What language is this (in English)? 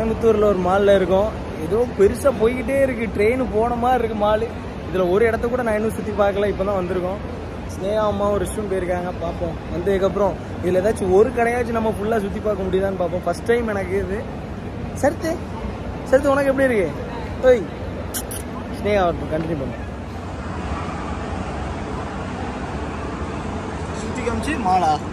Tamil